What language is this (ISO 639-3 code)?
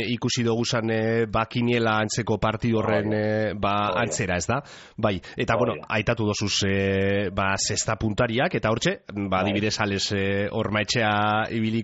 eus